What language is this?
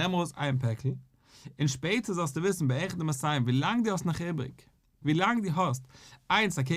Yiddish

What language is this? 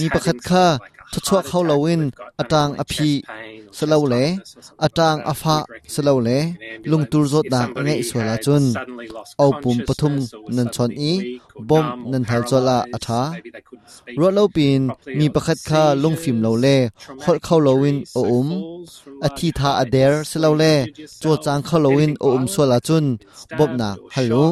Hakha Chin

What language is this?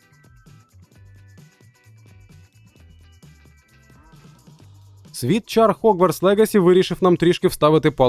Ukrainian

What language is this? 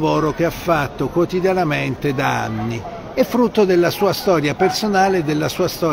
Italian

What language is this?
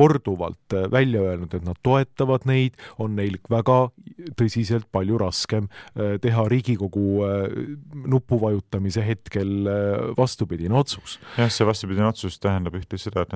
Estonian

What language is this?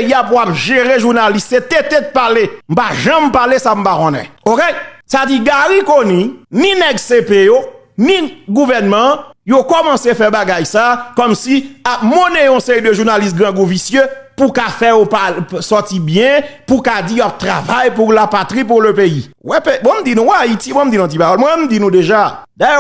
Haitian Creole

